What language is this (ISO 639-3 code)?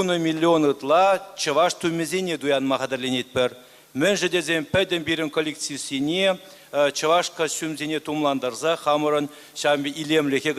chv